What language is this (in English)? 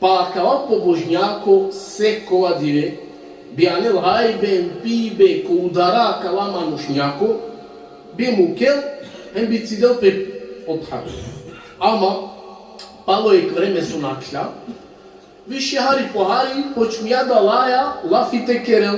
Balkan Romani